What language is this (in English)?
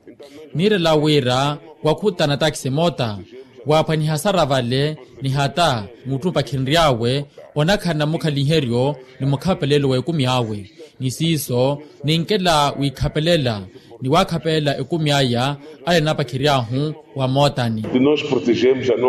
Makhuwa